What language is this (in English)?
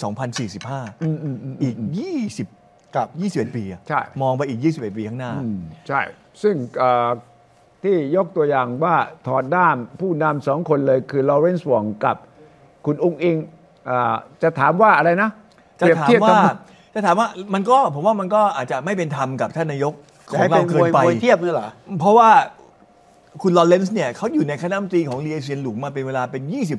Thai